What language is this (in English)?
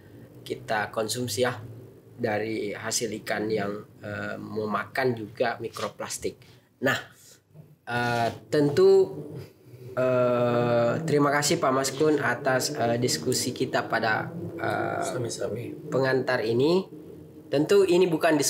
Indonesian